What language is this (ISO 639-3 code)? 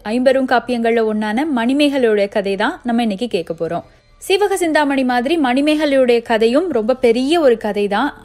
tam